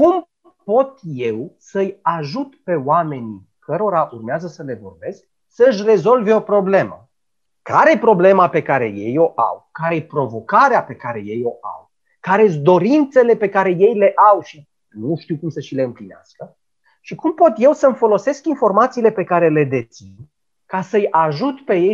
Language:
Romanian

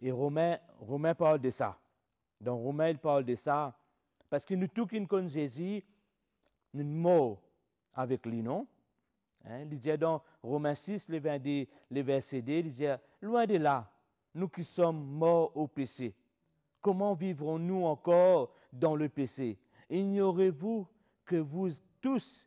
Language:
Morisyen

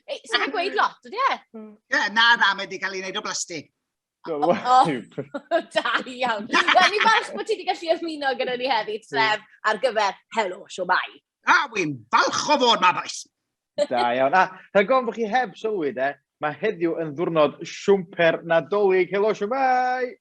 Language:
Welsh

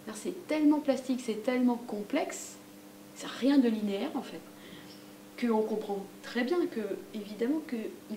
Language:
French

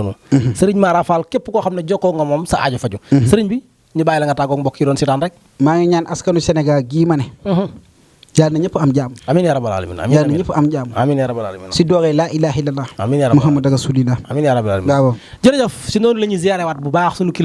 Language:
Wolof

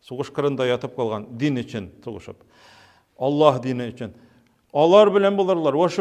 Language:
Tatar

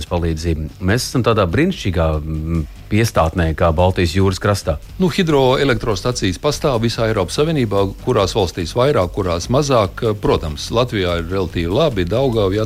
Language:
Latvian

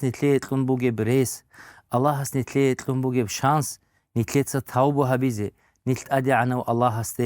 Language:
Avaric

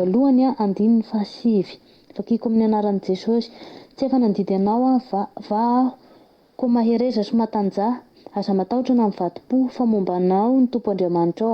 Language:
Malagasy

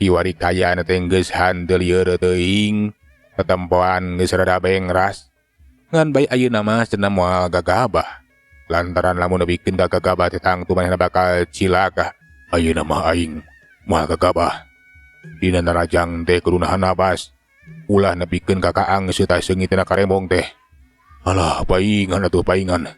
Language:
Sundanese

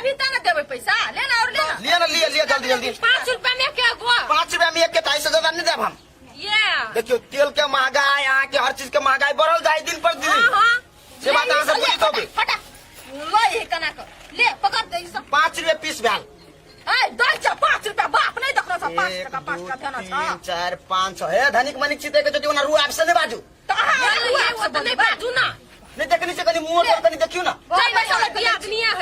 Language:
Maithili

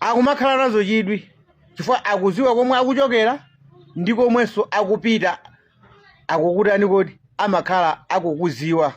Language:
Nyanja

